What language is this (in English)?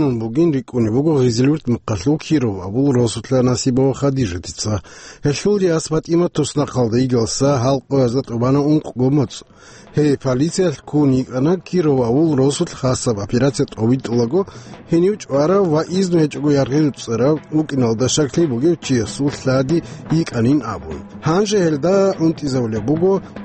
Avaric